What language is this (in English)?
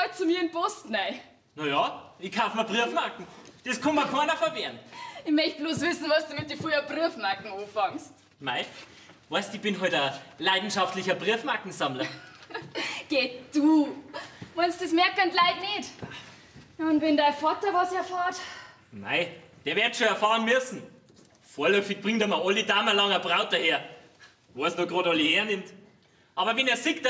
Bavarian